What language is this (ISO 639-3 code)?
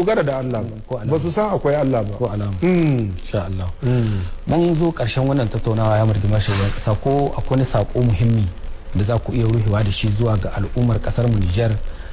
hau